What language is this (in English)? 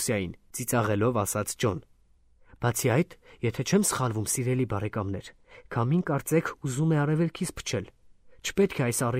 Armenian